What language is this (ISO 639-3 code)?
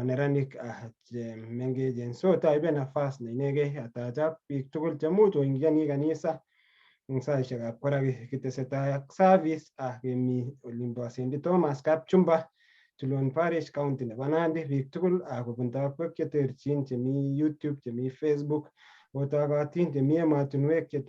kln